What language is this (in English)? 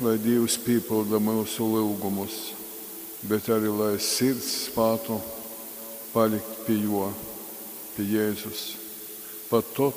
Latgalian